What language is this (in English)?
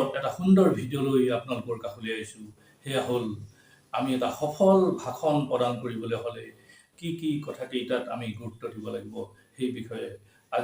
Assamese